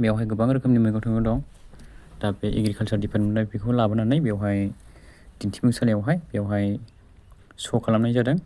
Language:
Bodo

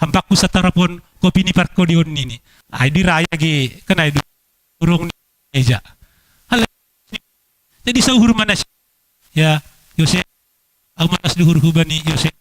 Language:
Batak Simalungun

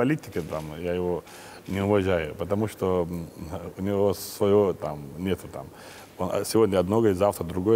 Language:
Russian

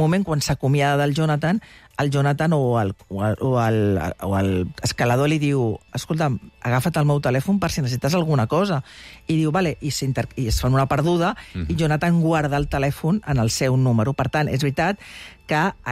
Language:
Catalan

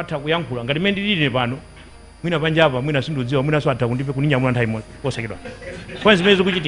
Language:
Nyanja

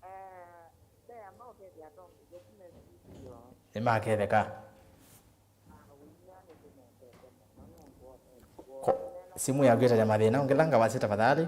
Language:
Kamba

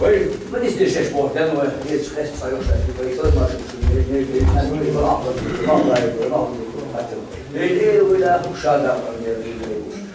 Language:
Chechen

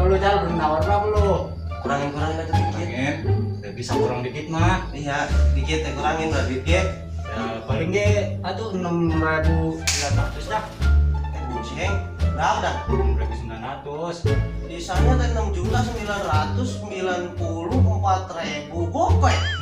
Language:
Betawi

